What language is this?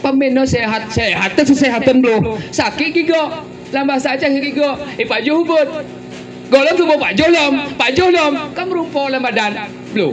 Gayo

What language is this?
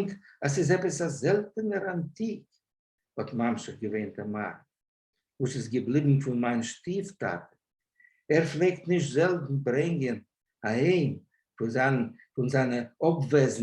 Yiddish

